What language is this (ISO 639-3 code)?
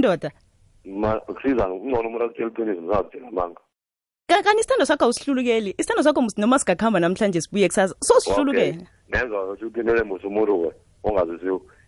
nbl